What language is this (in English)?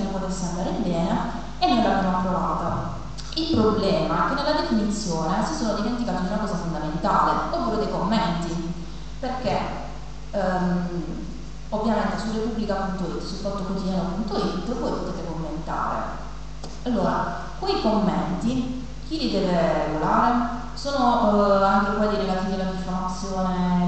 Italian